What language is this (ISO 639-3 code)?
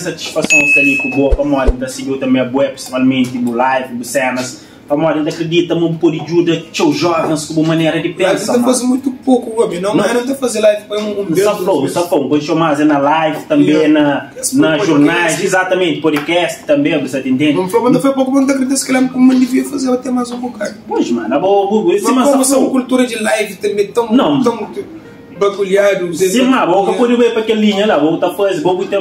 kea